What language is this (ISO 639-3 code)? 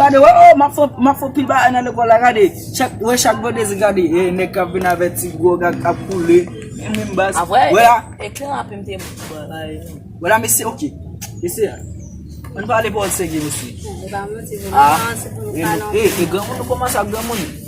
hat